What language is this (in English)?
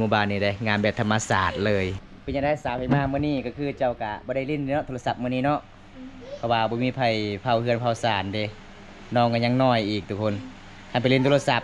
Lao